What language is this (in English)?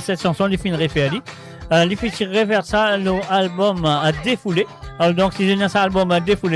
Morisyen